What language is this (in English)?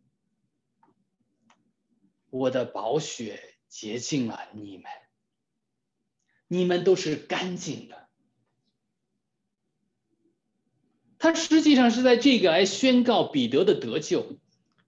Chinese